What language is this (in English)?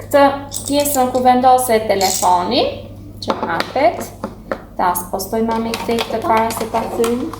Albanian